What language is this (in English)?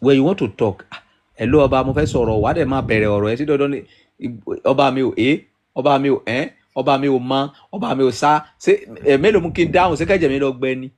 Yoruba